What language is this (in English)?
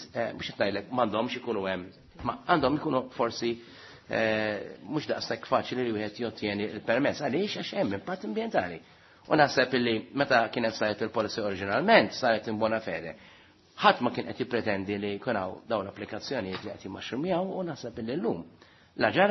Maltese